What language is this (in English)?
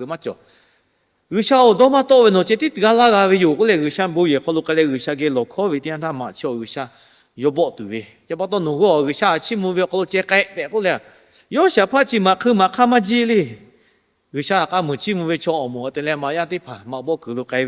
Lahu